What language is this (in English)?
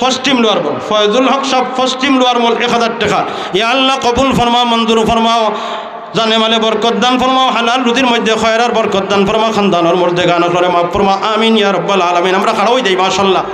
Sylheti